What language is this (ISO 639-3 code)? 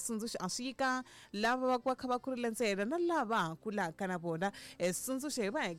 tso